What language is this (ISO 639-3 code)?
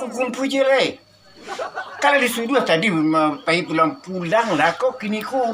min